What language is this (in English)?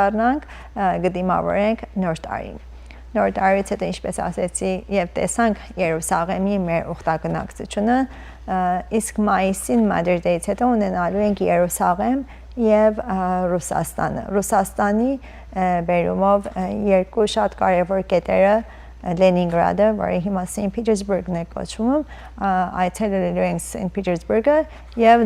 Western Armenian